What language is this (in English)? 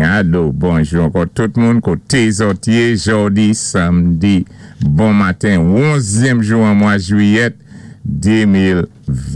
Saint Lucian Creole French